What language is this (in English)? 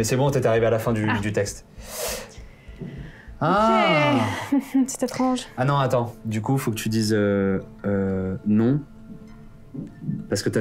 French